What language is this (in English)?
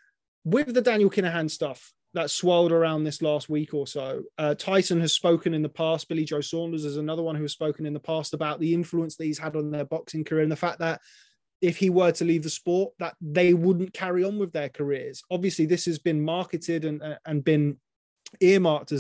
English